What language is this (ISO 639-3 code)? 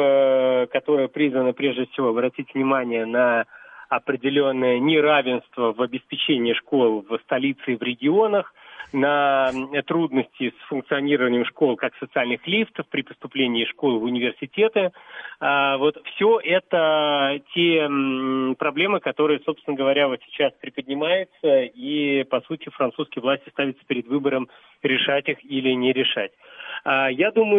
rus